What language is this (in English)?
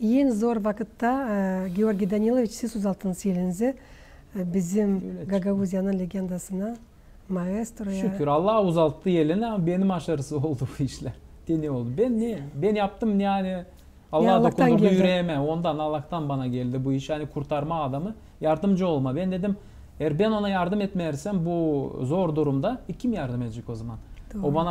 Gagauz